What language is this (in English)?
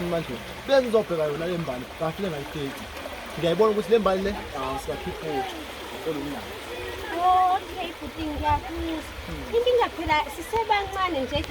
Zulu